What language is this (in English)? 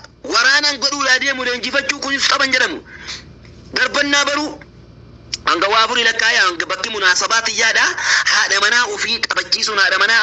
Oromo